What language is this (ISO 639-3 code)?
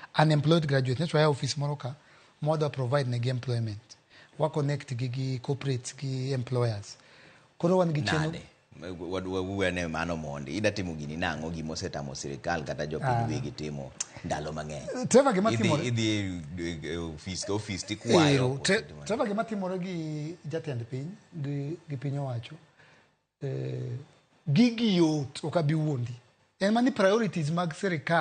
luo